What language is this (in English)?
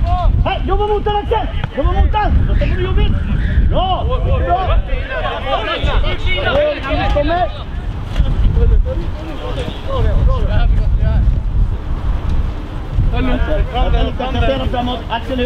Swedish